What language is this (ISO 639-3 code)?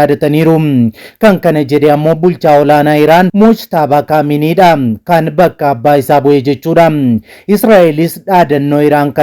orm